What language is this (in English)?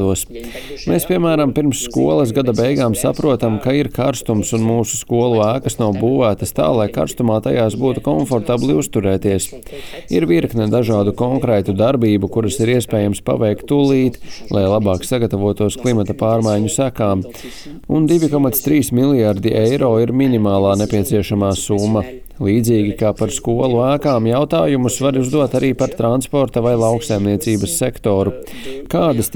Latvian